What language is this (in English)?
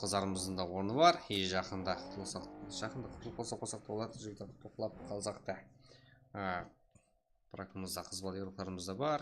Kara-Kalpak